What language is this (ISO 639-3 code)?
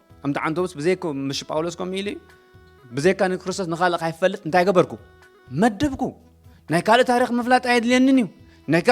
tir